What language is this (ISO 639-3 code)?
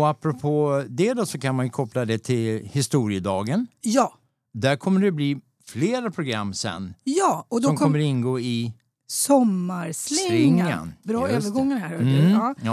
swe